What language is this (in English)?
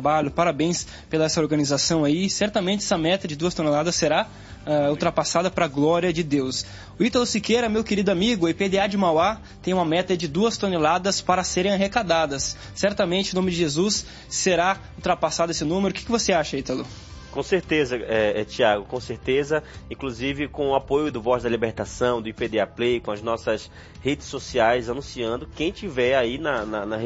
Portuguese